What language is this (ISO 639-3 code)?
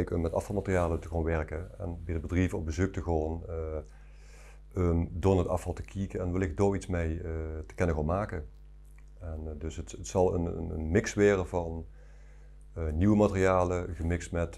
lim